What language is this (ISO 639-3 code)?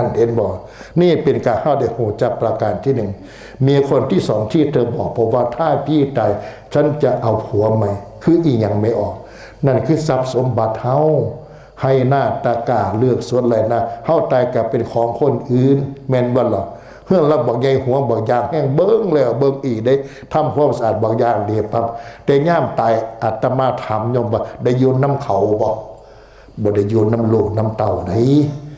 tts